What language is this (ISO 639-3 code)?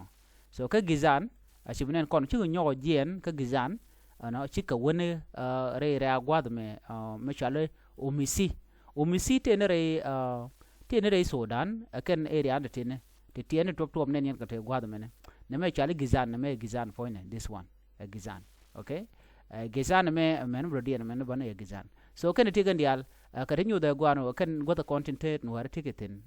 nus